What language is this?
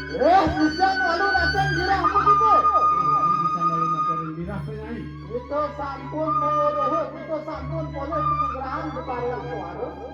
Balinese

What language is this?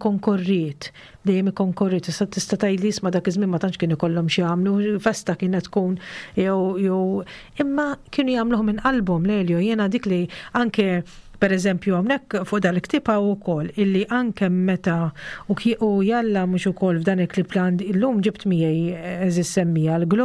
Maltese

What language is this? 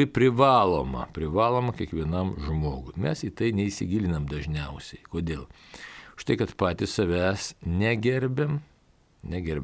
Lithuanian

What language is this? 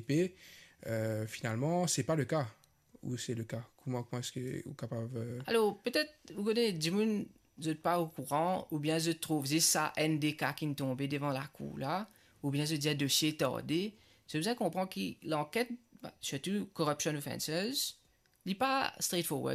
Morisyen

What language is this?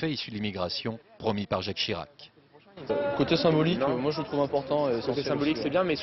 French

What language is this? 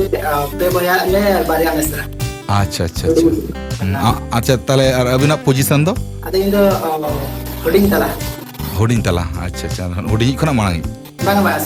Santali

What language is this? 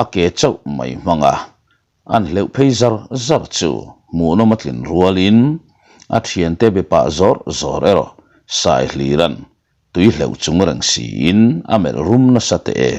Mizo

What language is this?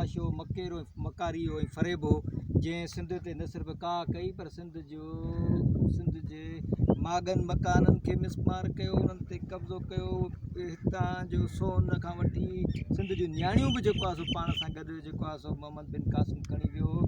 Sindhi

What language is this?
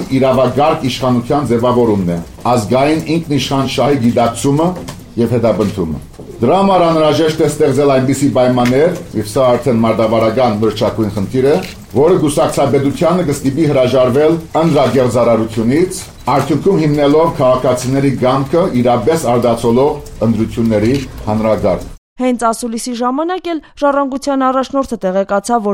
Armenian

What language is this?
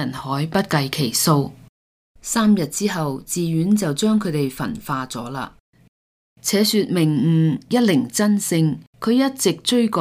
Cantonese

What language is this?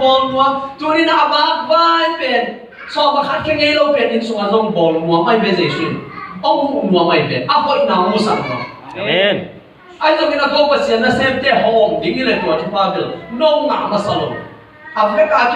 Tedim Chin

